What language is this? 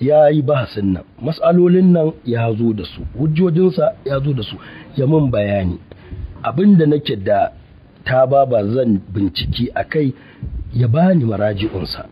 Hausa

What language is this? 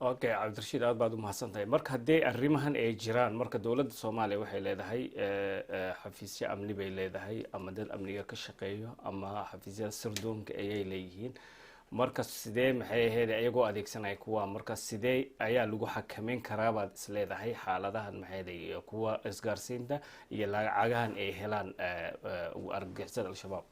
Somali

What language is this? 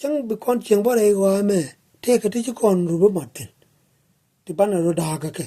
Nuer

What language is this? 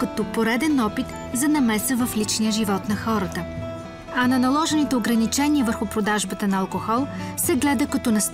Bulgarian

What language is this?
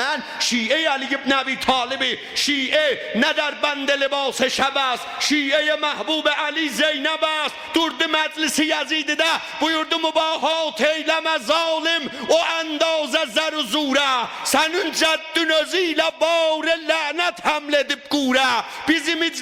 South Azerbaijani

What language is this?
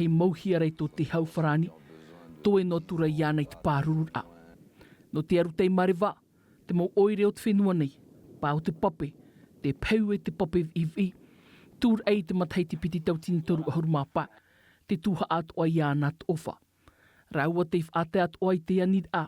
Tahitian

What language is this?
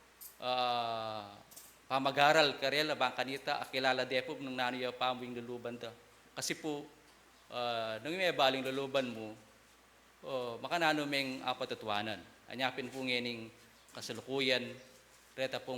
Pampanga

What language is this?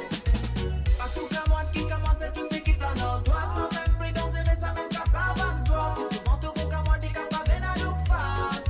Morisyen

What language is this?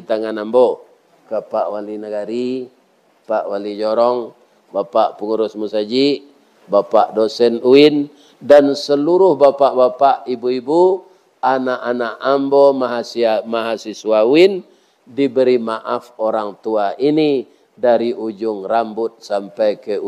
Minangkabau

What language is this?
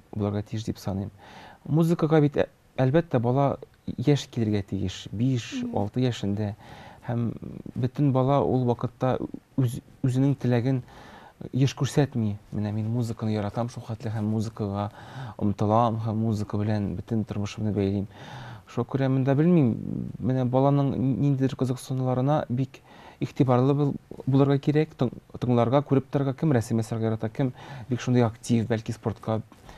Tatar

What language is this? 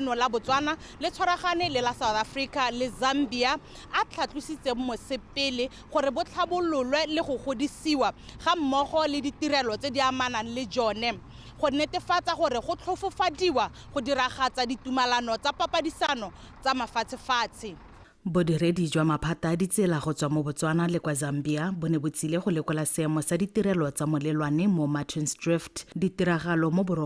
Tswana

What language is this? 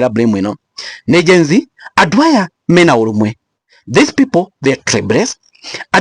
Kikuyu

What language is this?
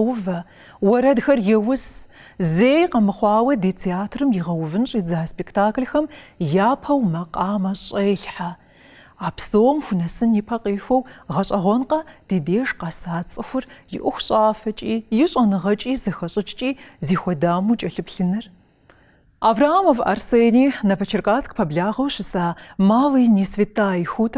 Kabardian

